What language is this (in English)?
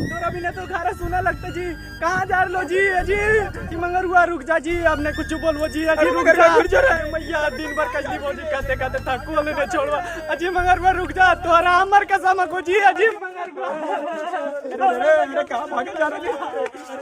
Magahi